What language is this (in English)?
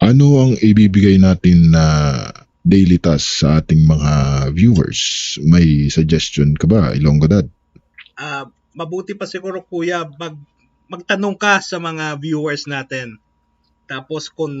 Hiligaynon